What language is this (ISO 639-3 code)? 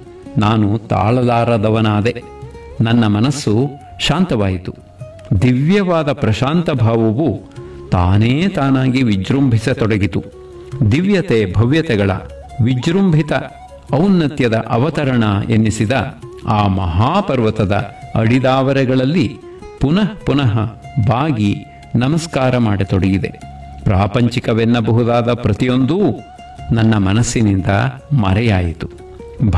kan